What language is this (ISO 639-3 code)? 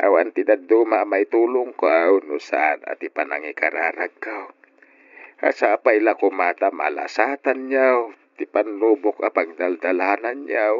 ilo